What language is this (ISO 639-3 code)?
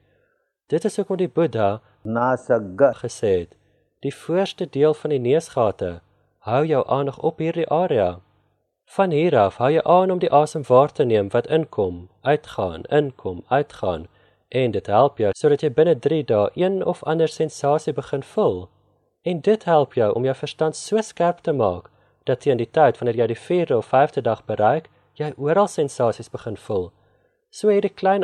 afr